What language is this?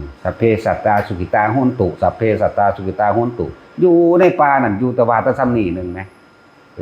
Northeastern Thai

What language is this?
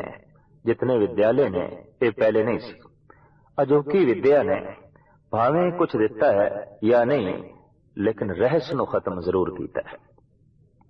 Punjabi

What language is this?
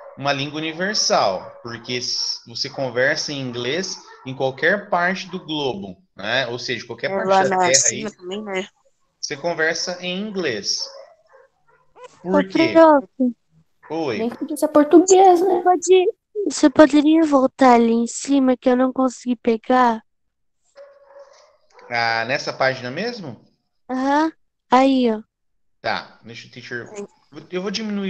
Portuguese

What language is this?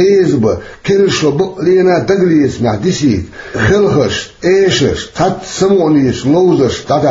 Chechen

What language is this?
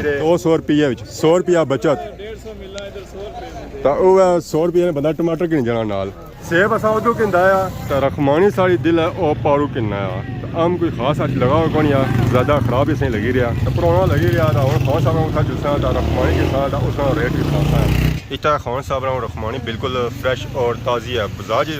Pahari-Potwari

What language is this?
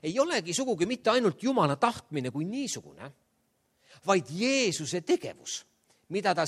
Estonian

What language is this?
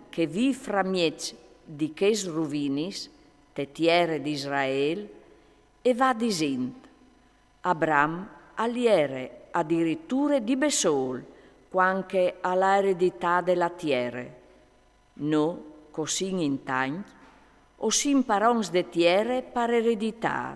Friulian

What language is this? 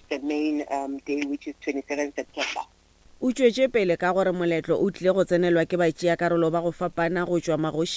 Northern Sotho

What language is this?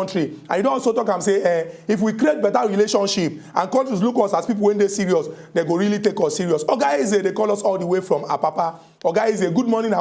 Nigerian Pidgin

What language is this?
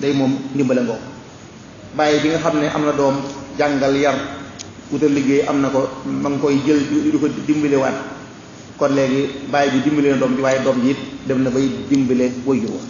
Wolof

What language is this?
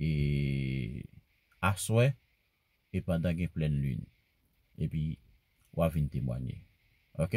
Haitian Creole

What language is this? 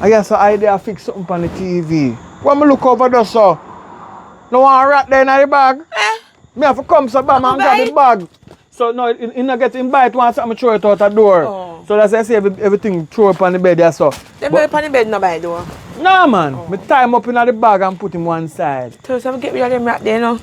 Jamaican Creole English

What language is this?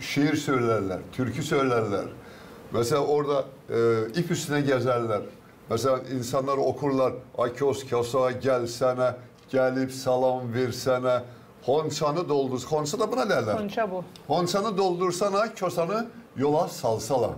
Gagauz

